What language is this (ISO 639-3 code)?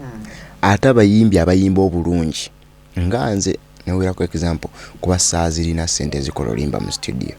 lug